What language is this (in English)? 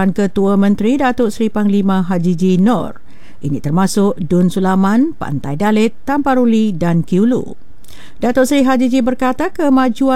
Malay